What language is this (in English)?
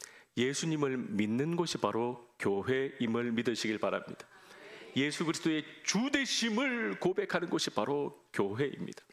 Korean